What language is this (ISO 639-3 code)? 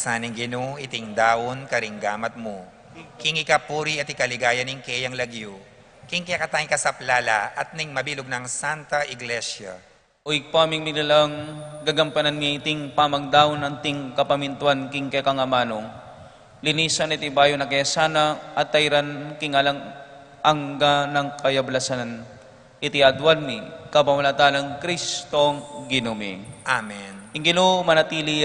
pam